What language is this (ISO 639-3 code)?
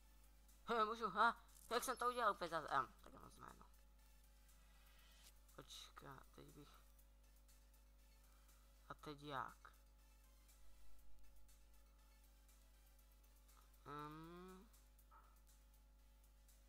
ces